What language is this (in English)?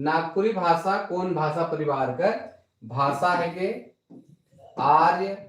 Sadri